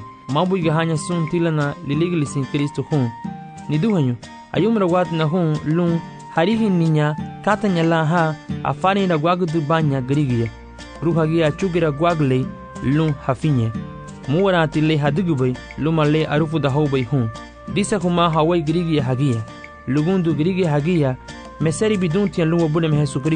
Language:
Garifuna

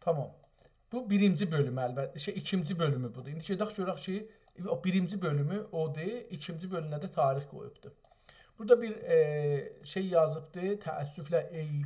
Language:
South Azerbaijani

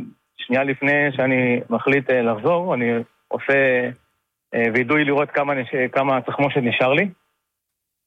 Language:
Hebrew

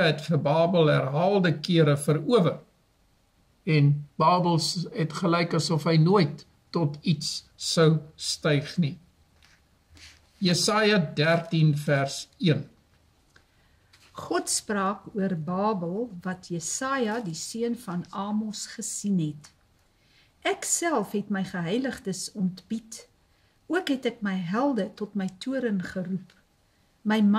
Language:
Afrikaans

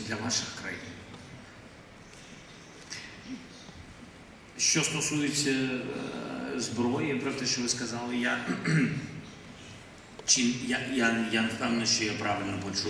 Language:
Ukrainian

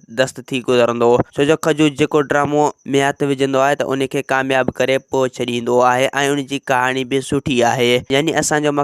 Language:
Sindhi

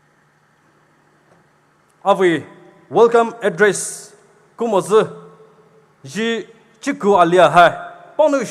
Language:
Poumei Naga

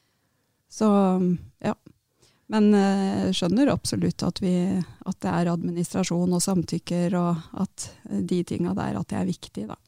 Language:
Norwegian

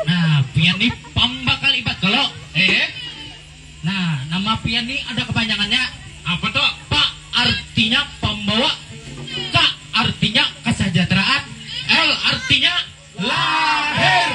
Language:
Banjar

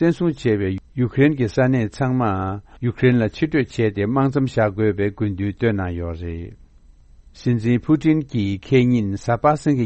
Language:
Tibetan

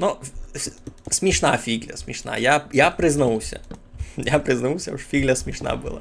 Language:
Rusyn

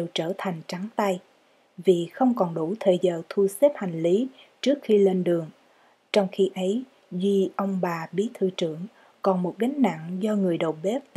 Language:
Vietnamese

